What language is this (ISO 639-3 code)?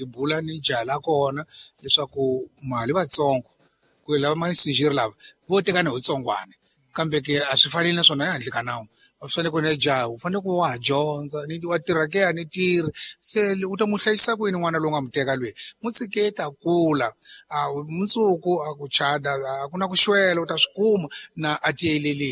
tso